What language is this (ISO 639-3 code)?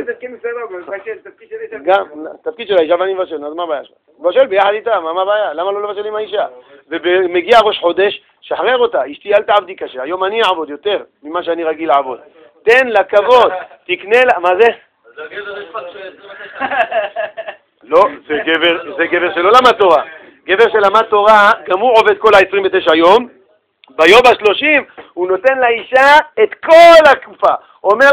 heb